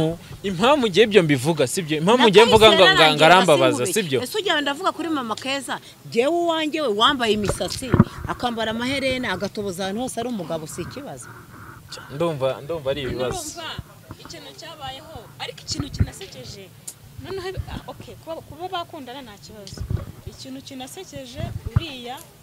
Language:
Kinyarwanda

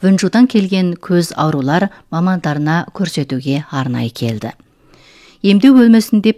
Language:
Kazakh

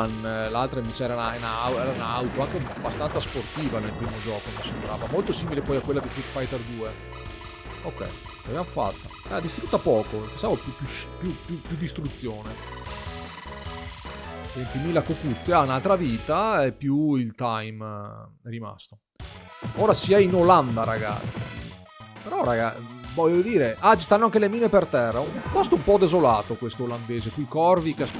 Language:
Italian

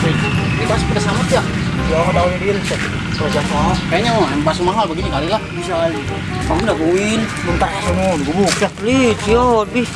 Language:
Betawi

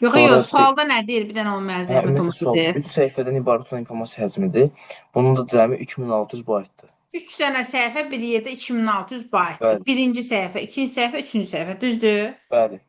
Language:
Azerbaijani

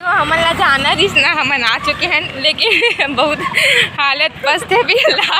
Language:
Chhattisgarhi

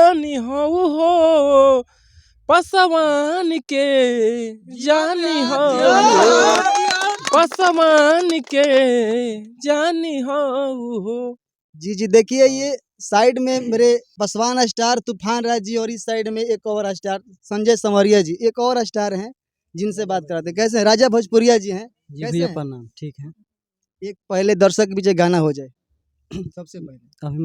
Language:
Bhojpuri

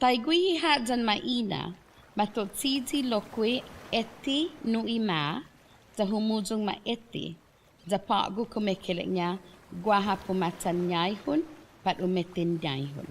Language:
Chamorro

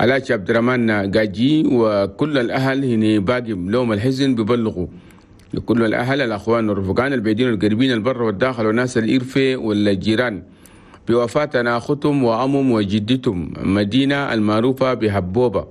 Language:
Chadian Arabic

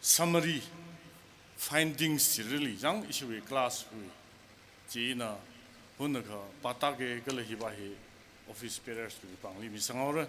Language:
Tangkhul Naga (India)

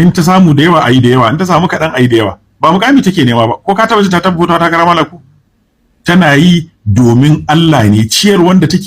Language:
Hausa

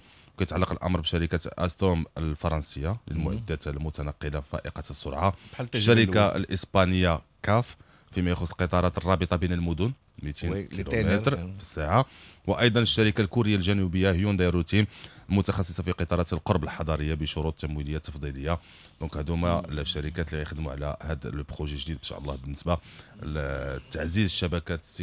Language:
Moroccan Arabic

